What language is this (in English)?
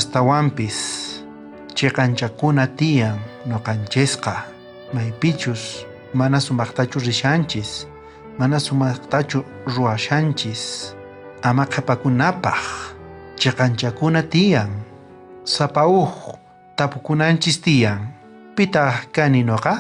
South Bolivian Quechua